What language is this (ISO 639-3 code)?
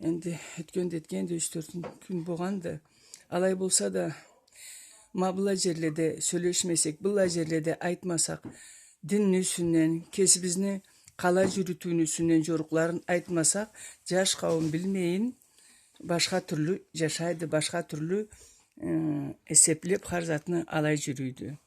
krc